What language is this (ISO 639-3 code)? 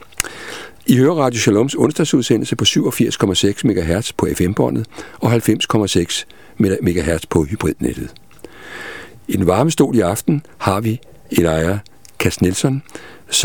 dan